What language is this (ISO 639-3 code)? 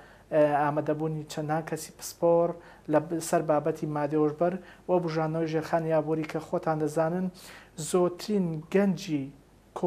ckb